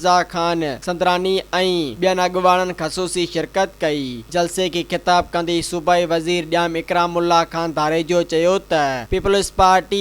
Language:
Sindhi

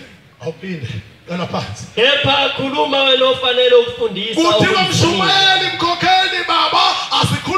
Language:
Zulu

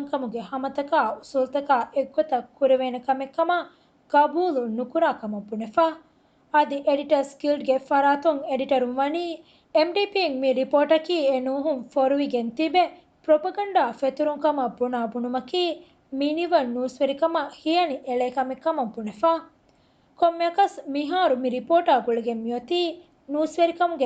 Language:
Divehi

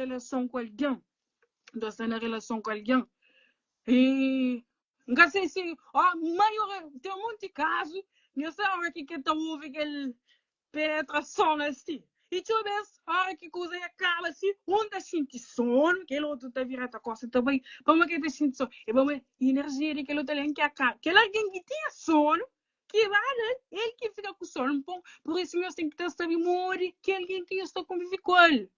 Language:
Kabuverdianu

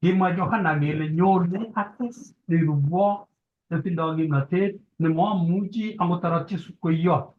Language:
Kalenjin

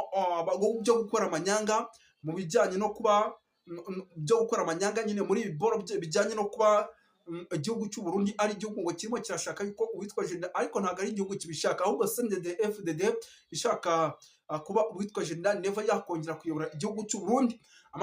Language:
Kinyarwanda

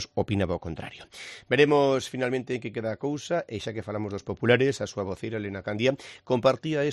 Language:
Galician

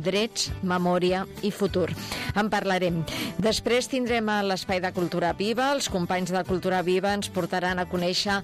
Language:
Catalan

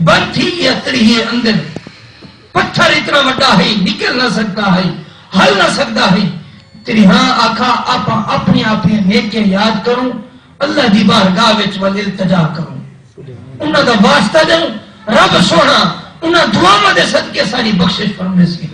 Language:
Saraiki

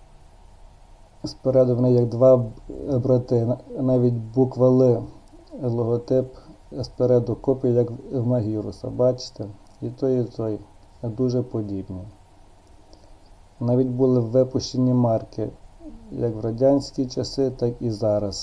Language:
Ukrainian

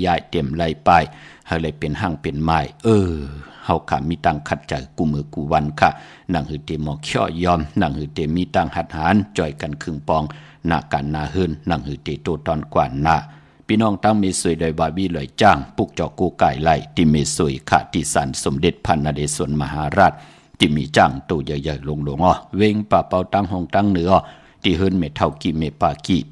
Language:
Shan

